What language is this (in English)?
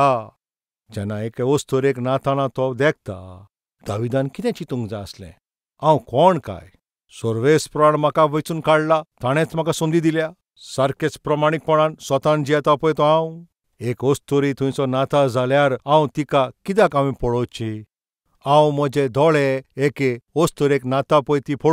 Konkani